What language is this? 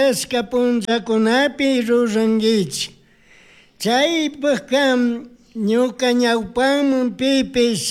Chimborazo Highland Quichua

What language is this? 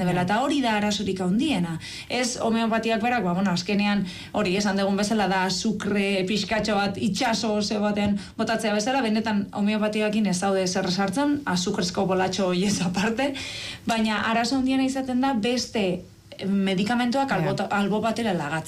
Basque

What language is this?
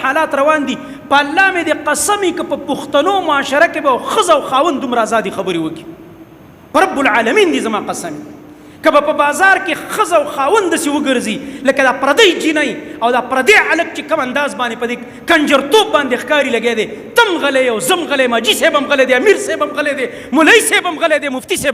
Pashto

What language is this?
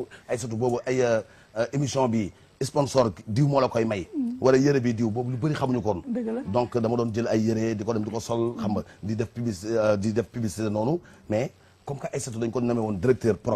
Wolof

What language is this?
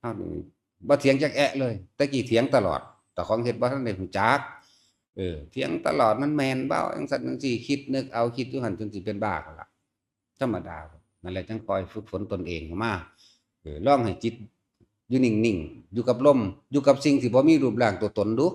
Northeastern Thai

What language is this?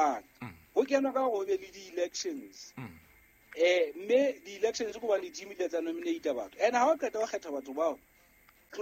Southern Sotho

